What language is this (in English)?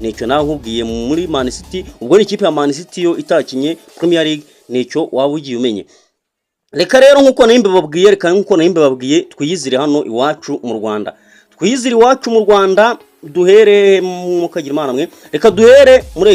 Kinyarwanda